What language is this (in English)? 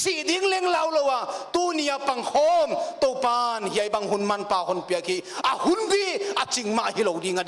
Paite Chin